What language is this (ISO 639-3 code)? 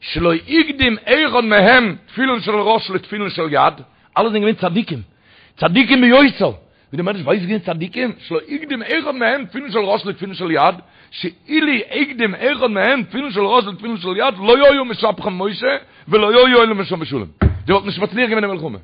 yid